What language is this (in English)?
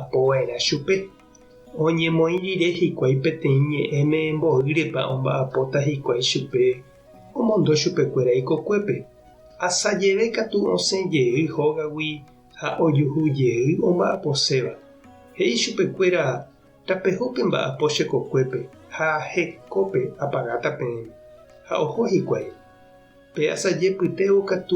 Guarani